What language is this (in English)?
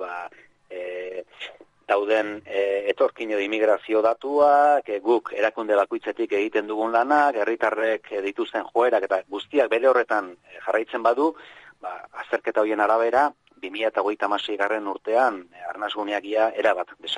Basque